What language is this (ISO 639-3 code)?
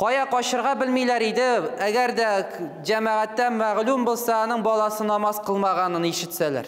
tat